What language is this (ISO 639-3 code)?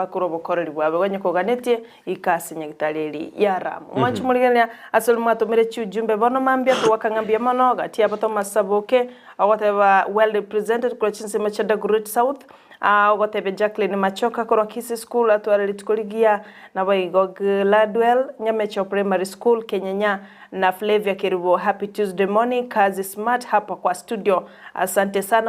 guz